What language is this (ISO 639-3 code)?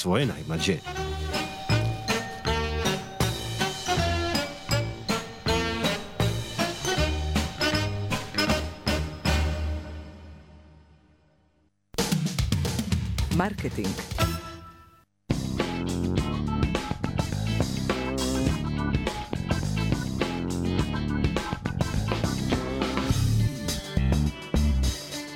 srp